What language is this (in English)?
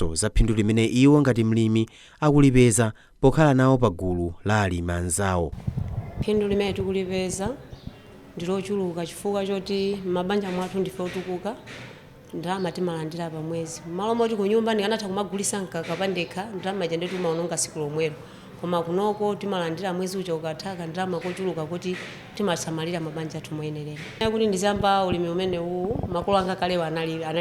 Nyanja